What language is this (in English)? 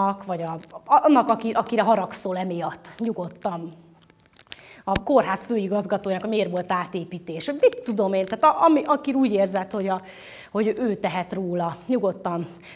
Hungarian